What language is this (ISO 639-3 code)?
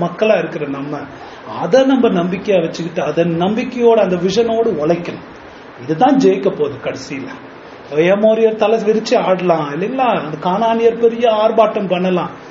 tam